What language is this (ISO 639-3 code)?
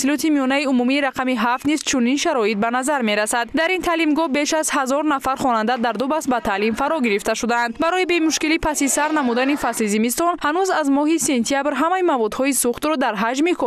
tgk